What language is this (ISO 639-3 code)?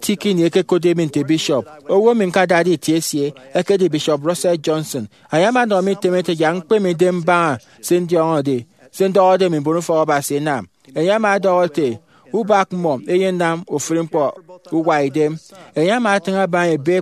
efi